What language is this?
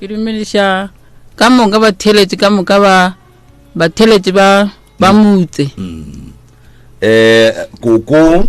Northern Sotho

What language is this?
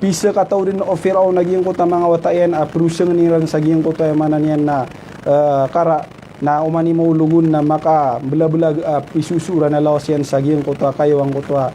Maranao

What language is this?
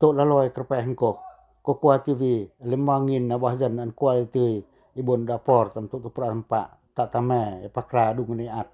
Pacoh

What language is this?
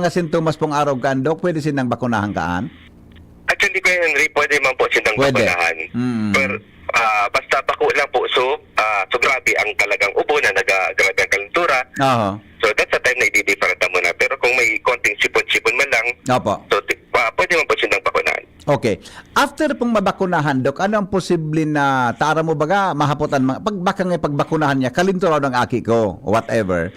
Bikol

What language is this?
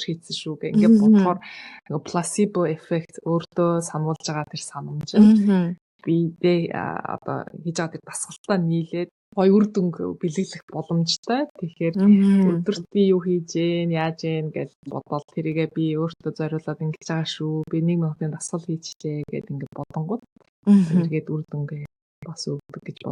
Mongolian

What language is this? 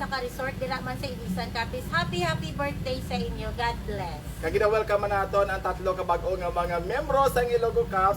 Hiligaynon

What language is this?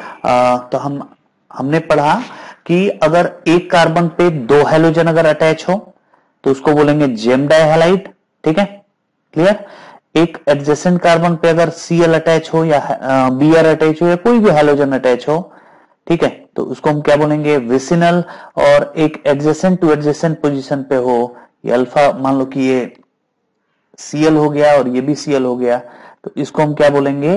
Hindi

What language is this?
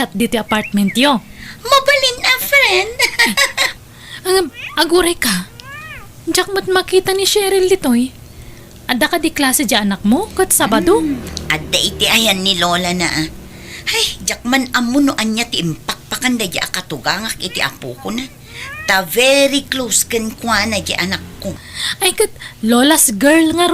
Iloko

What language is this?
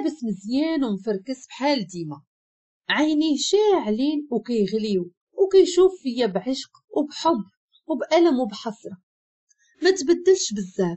Moroccan Arabic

